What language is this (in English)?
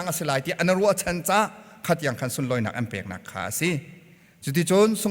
Hakha Chin